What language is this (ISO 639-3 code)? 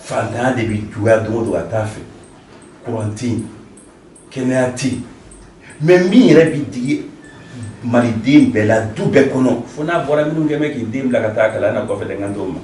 bam